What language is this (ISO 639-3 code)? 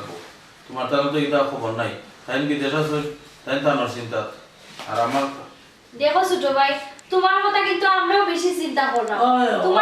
syl